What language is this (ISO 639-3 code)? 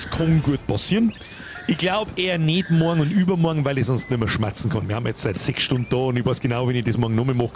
bar